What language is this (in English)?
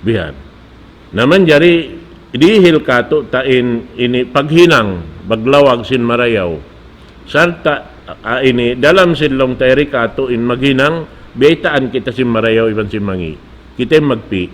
Tausug